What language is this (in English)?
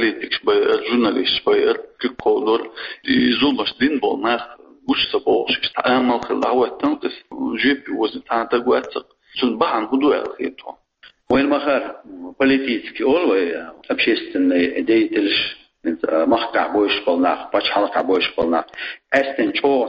Chechen